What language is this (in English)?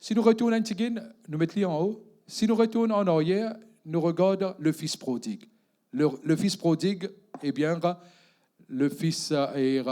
Morisyen